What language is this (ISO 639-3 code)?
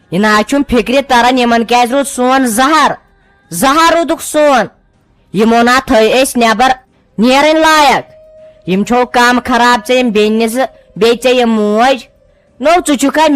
kas